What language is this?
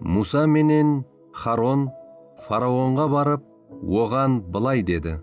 Kara-Kalpak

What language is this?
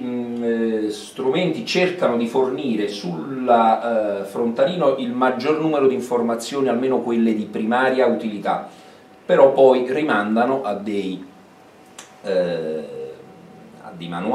Italian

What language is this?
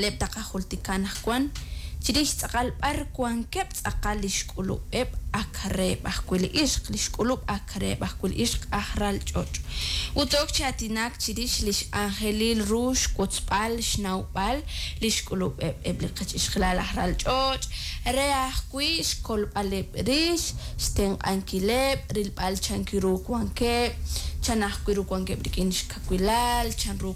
Kekchí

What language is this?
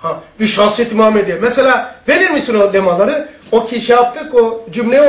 Turkish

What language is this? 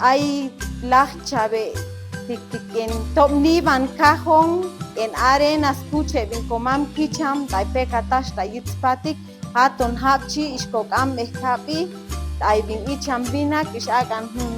Chuj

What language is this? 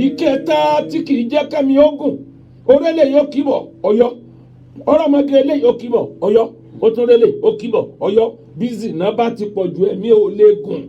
Yoruba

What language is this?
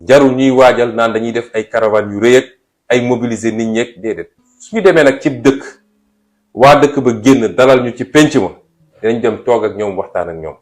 Wolof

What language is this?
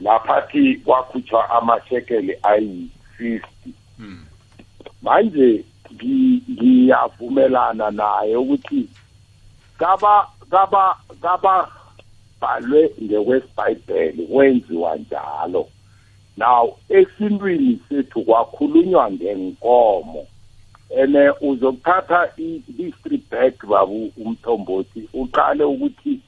South Ndebele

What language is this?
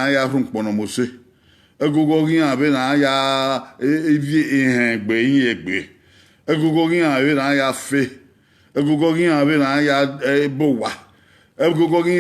Bini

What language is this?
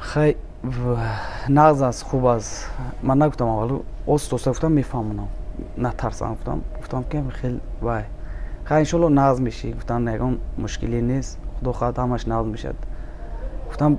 Tajik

